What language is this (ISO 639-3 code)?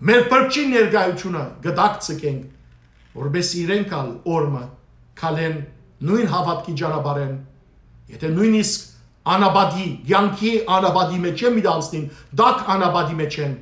hyw